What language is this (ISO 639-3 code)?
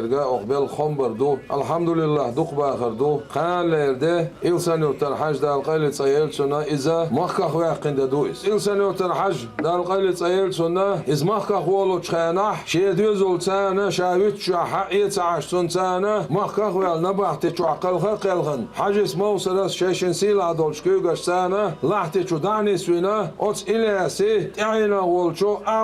che